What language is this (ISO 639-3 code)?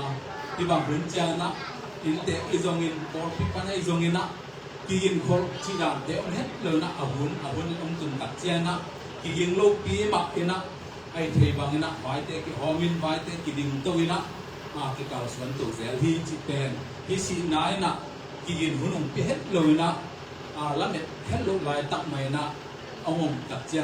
ctd